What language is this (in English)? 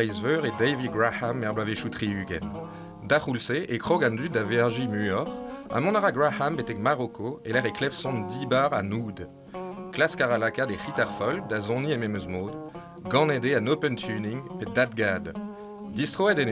Breton